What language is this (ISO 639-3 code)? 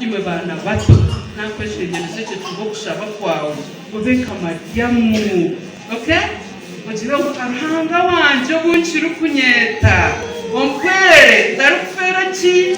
nyn